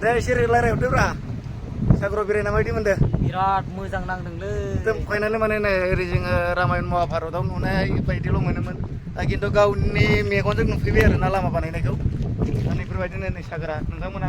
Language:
Bodo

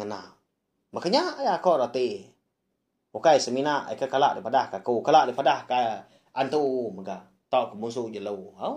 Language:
Iban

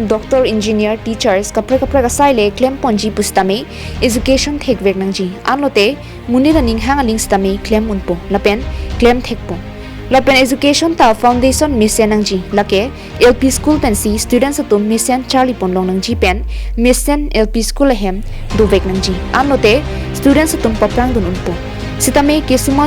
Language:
Karbi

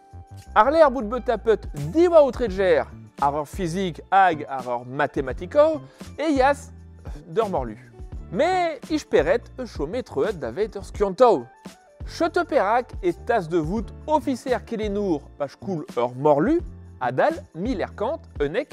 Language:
Breton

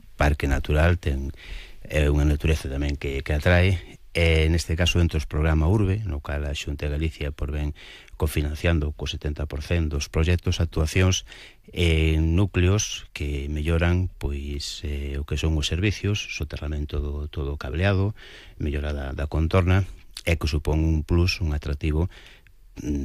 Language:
Galician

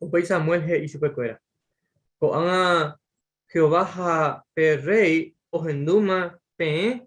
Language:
Guarani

